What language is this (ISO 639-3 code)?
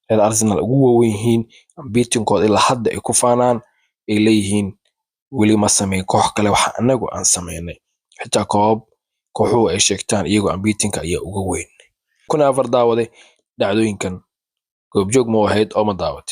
som